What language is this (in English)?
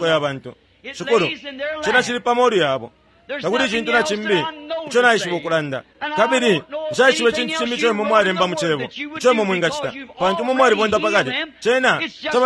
Bemba